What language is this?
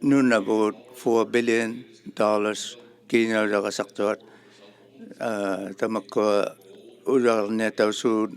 Inuktitut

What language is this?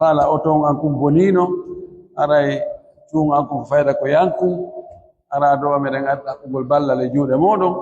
Pular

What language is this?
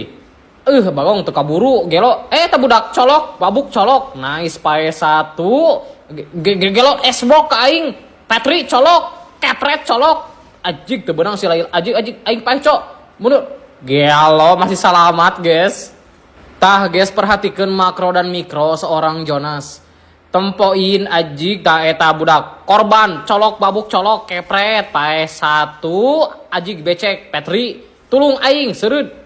Sundanese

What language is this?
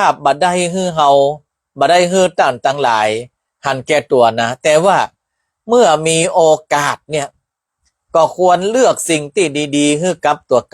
Northern Thai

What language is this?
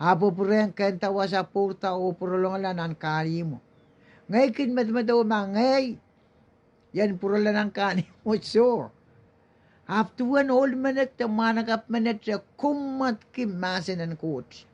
Pohnpeian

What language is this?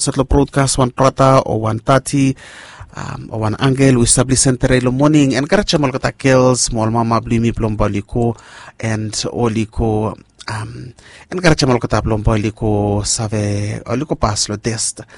Bislama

